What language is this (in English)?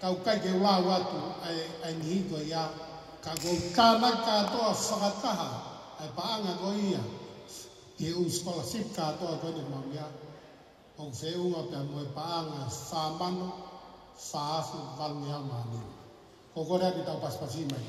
Tongan